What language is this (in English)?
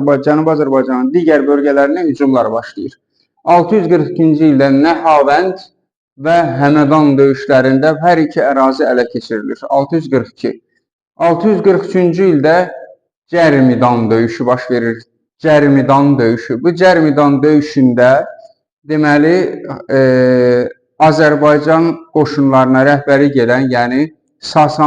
Azerbaijani